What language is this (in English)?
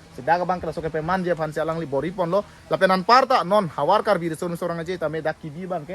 Karbi